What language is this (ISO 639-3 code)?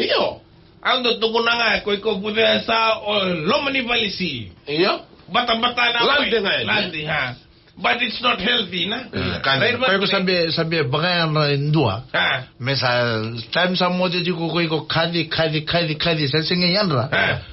fij